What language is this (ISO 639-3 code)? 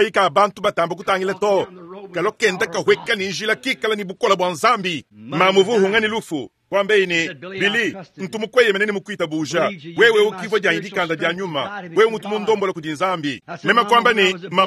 lua